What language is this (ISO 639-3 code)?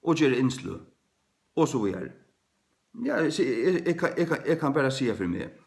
fao